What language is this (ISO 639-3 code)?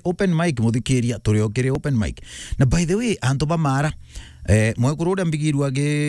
mer